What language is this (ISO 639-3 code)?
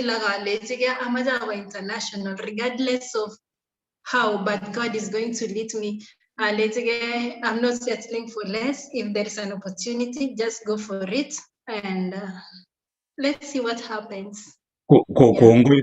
kln